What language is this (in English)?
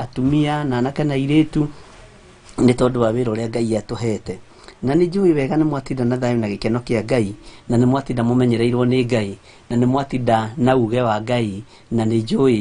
Kikuyu